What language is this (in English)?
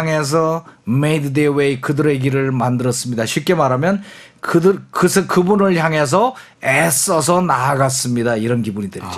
Korean